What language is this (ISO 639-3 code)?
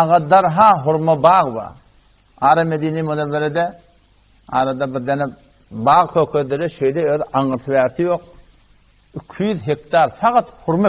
tuk